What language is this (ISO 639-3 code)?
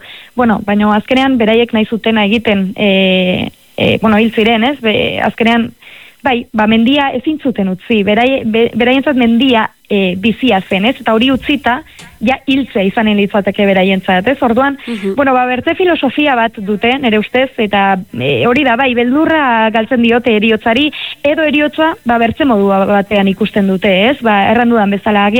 eus